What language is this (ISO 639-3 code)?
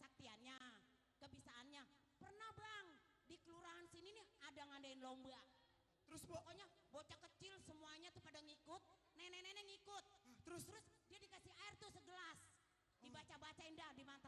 bew